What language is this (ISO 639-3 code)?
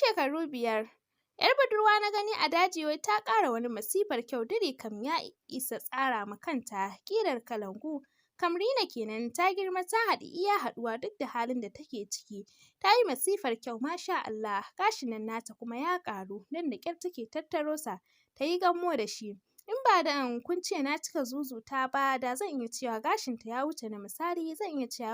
hau